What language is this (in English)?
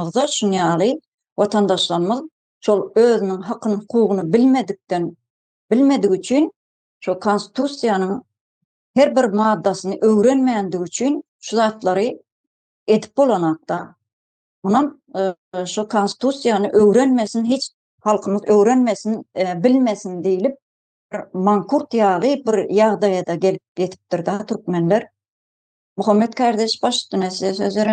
Turkmen